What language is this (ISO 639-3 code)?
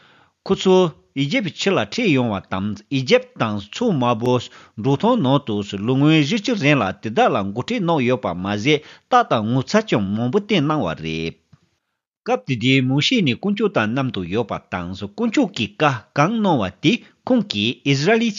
bod